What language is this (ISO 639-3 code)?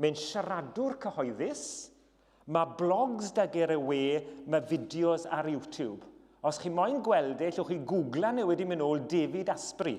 cym